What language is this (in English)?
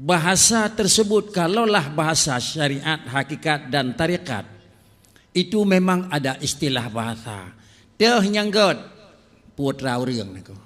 Achinese